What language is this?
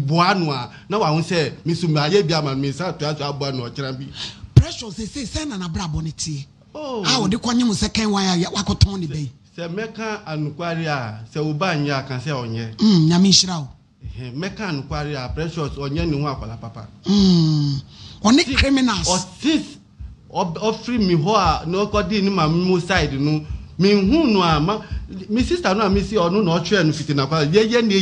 Akan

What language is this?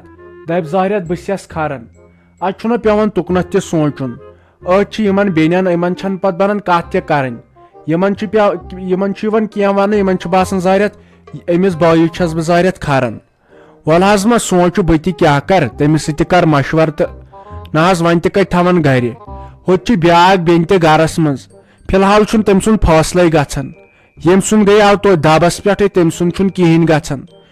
Kashmiri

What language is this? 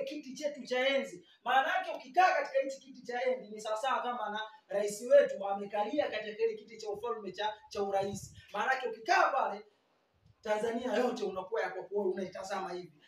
Swahili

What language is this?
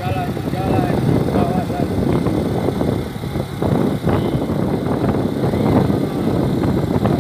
Malay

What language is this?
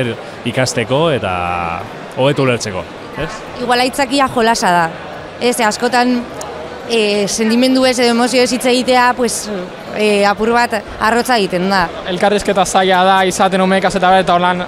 Basque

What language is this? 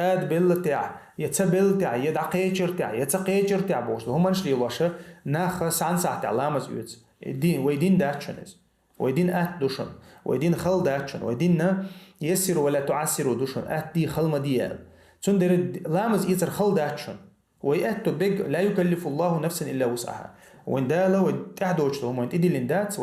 Chechen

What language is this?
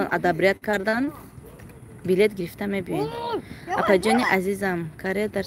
Tajik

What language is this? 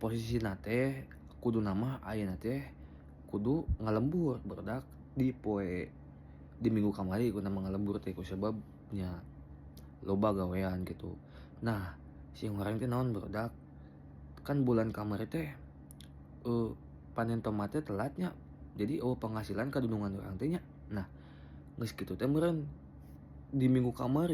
Sundanese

